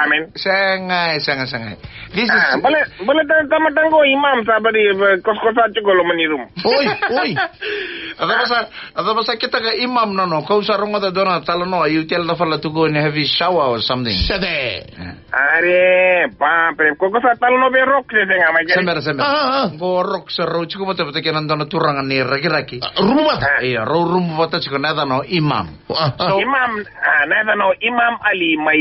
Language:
Fijian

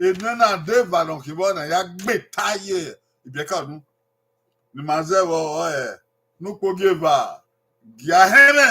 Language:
Bini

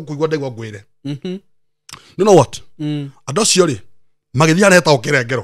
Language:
Kikuyu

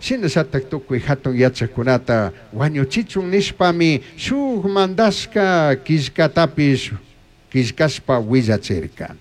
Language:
Chimborazo Highland Quichua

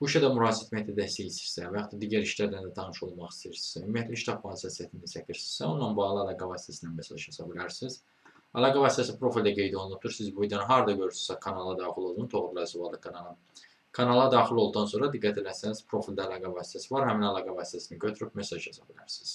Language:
Azerbaijani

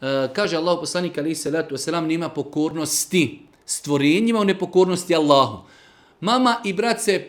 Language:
Serbian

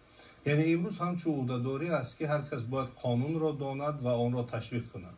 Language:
Tajik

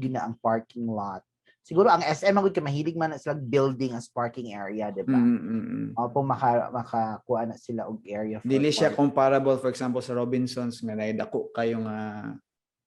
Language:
Cebuano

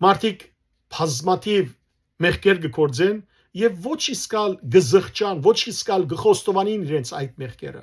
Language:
Western Armenian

